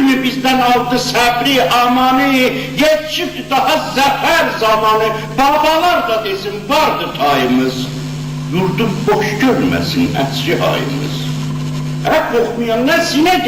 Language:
South Azerbaijani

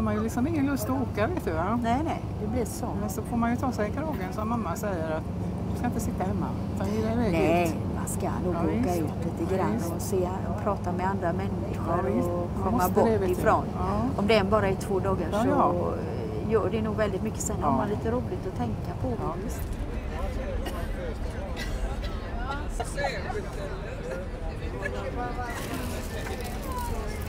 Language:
Swedish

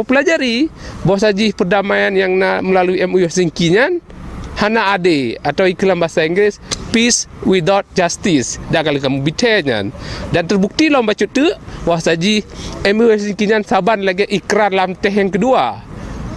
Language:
Achinese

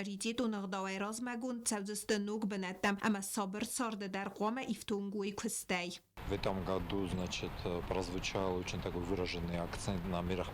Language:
Ossetic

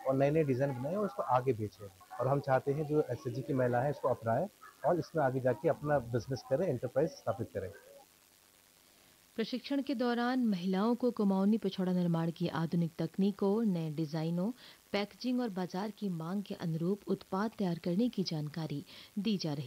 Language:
Hindi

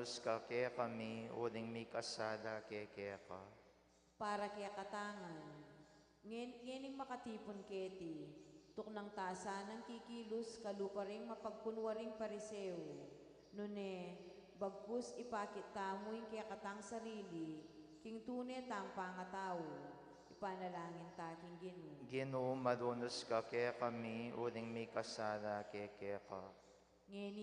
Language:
Pampanga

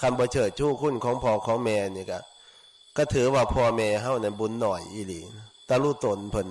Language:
Northeastern Thai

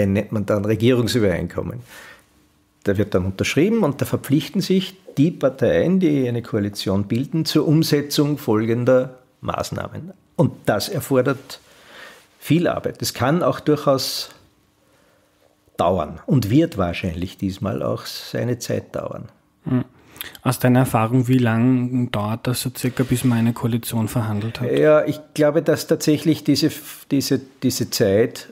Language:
German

